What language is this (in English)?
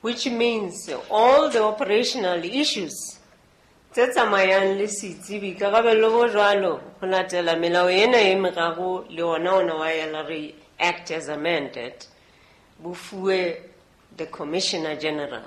Southern Sotho